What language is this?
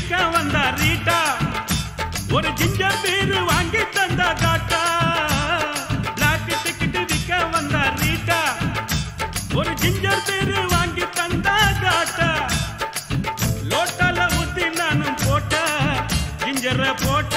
Tamil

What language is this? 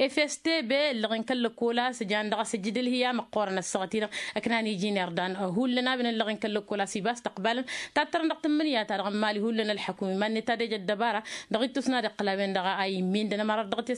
Tamasheq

